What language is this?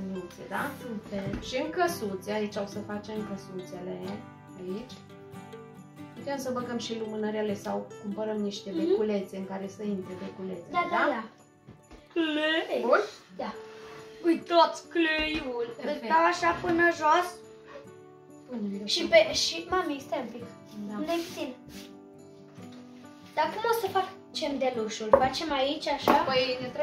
Romanian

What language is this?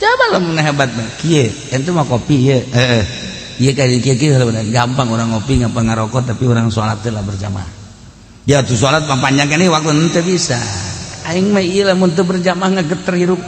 Sundanese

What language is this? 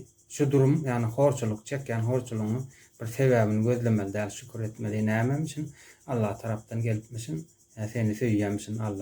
Turkmen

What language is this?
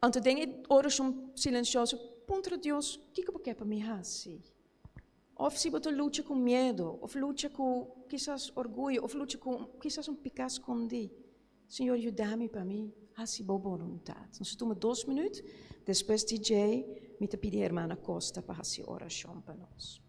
Papiamento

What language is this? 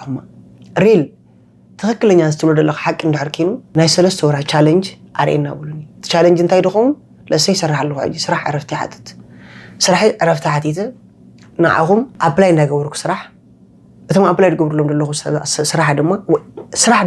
Tigrinya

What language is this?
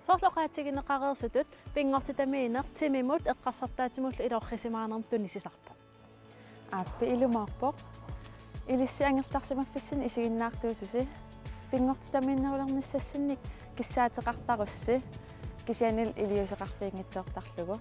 Kalaallisut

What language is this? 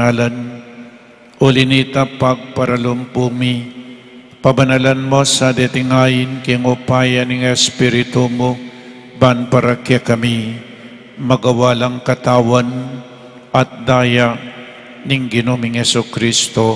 Pampanga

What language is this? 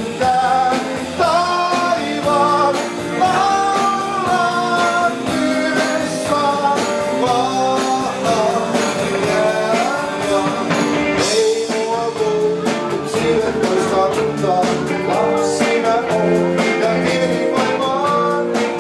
Finnish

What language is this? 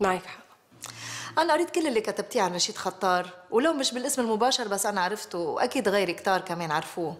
North Levantine Arabic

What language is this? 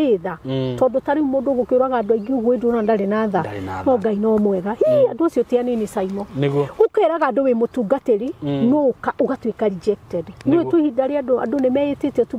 Kikuyu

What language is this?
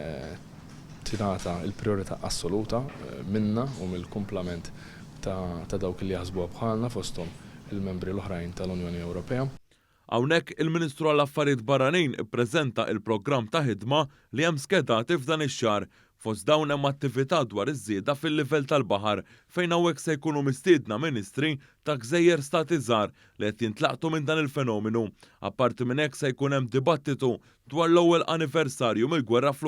Maltese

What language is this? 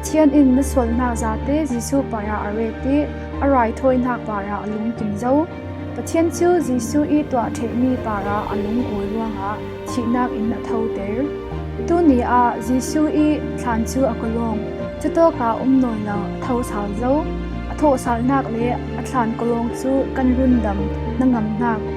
Falam Chin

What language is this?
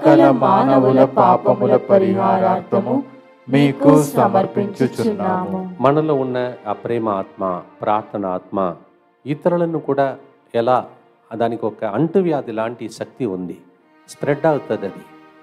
Telugu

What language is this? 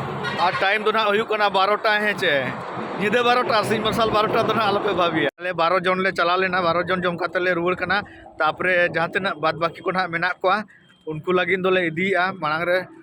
Santali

